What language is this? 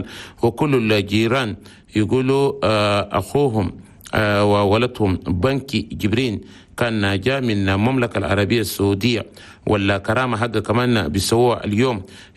Chadian Arabic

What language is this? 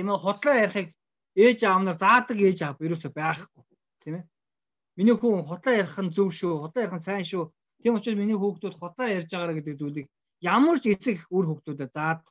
Mongolian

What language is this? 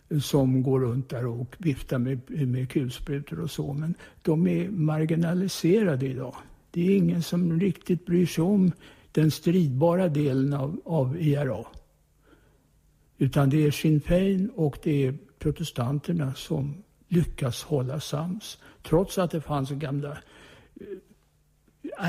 Swedish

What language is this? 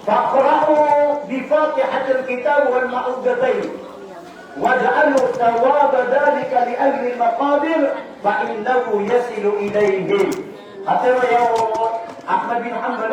Maranao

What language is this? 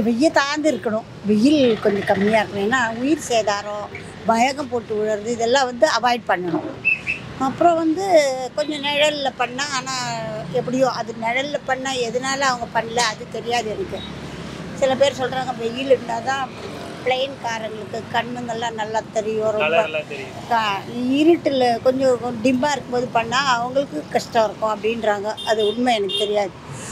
Tamil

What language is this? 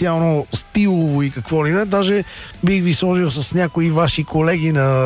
Bulgarian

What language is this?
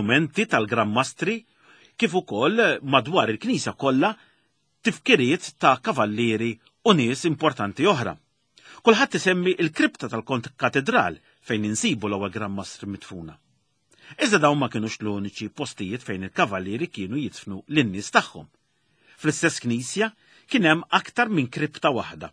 Maltese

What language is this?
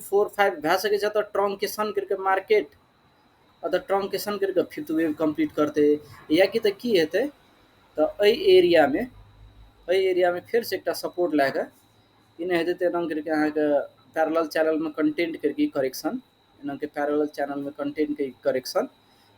Maithili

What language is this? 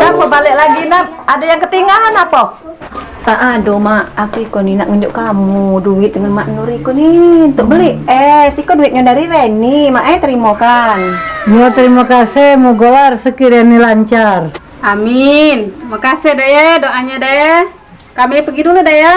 Musi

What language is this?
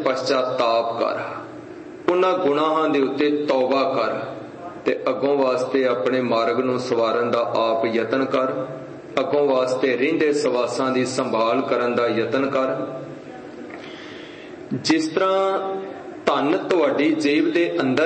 Punjabi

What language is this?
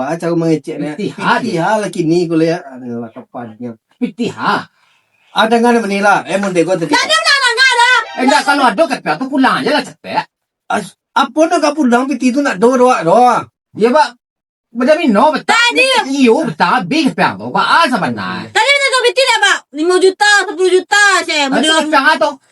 Minangkabau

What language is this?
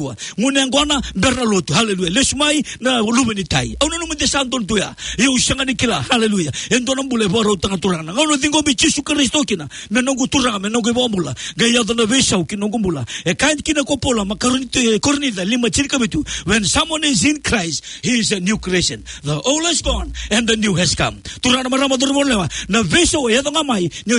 Fijian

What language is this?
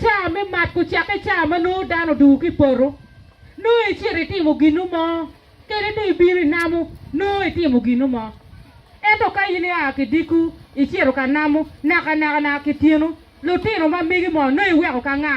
Acoli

